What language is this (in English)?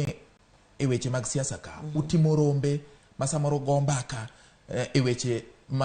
Luo (Kenya and Tanzania)